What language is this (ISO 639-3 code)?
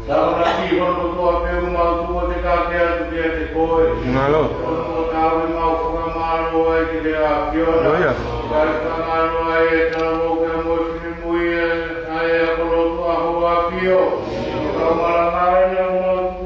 ton